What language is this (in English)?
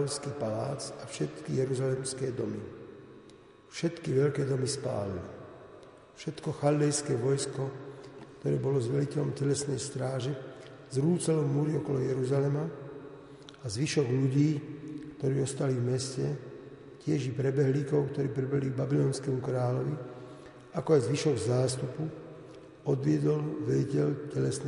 Slovak